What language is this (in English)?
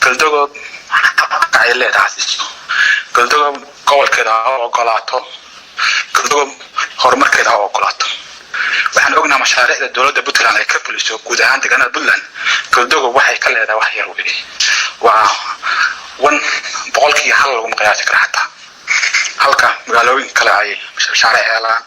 Somali